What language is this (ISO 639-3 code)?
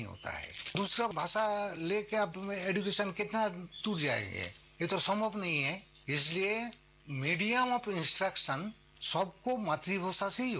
hin